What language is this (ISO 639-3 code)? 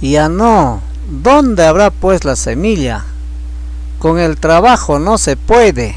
quy